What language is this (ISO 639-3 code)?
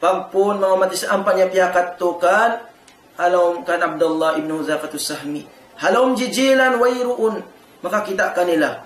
tsg